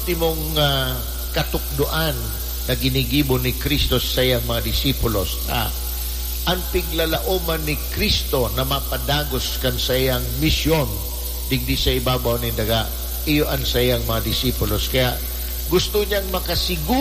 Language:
Bikol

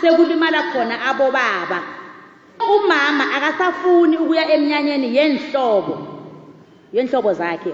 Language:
South Ndebele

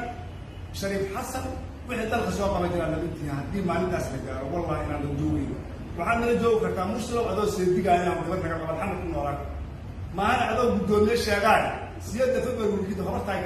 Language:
Somali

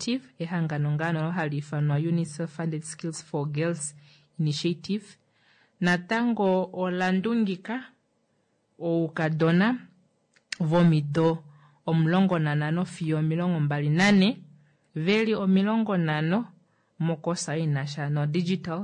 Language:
Kuanyama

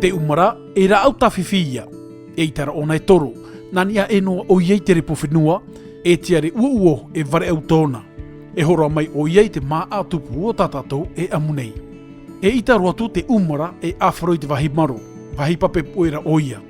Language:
Tahitian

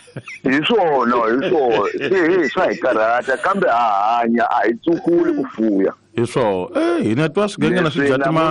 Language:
Tsonga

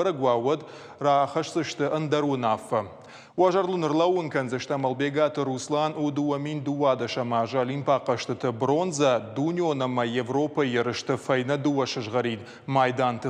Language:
Ossetic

